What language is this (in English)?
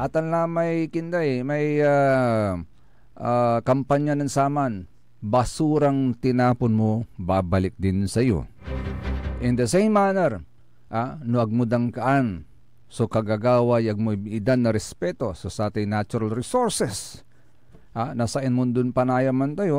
Pangasinan